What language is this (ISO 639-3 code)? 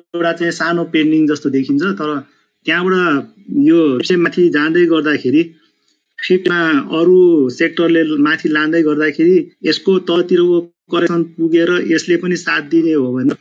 nep